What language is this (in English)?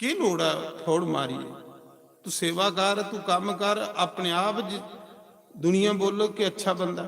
Dogri